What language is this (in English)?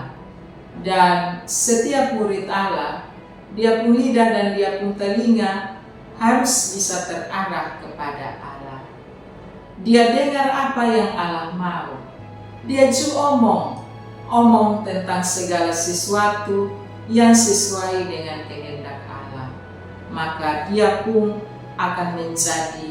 Kupang Malay